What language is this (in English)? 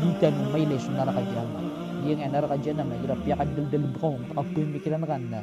Maranao